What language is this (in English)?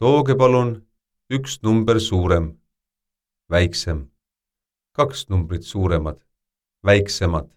Estonian